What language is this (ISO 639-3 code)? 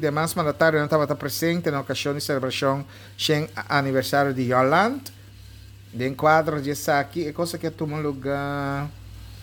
pap